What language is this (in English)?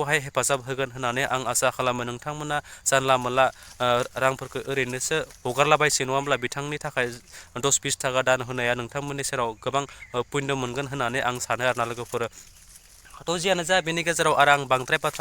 Bodo